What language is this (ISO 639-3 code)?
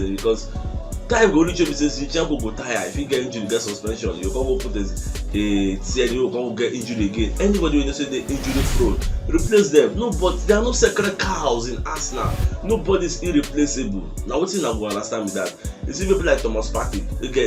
pcm